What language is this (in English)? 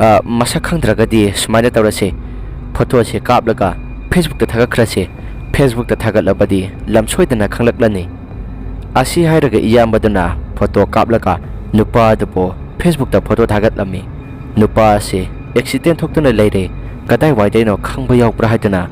Manipuri